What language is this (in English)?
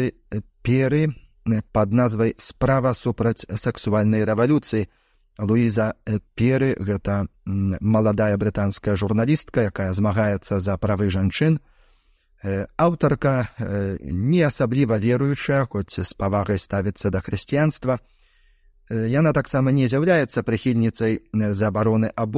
Belarusian